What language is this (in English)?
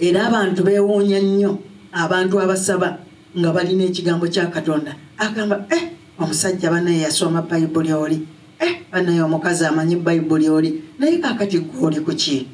Ganda